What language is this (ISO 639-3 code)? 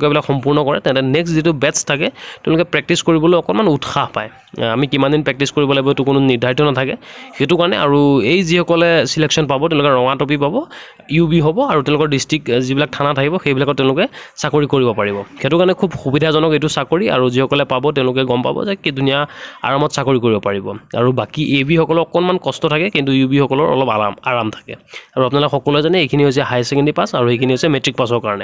asm